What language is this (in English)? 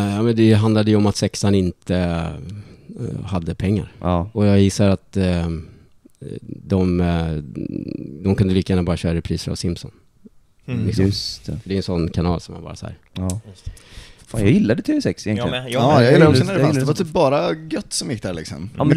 Swedish